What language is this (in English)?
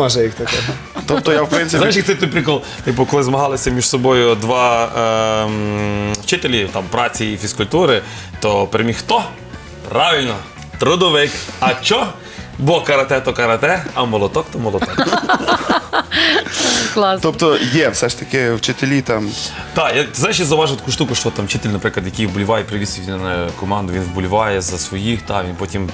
Ukrainian